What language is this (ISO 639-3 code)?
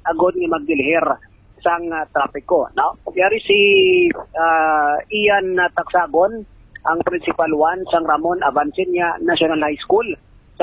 hil